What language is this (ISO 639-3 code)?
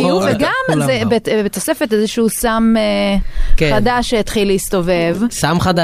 heb